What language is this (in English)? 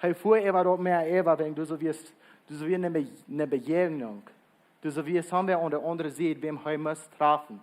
Plautdietsch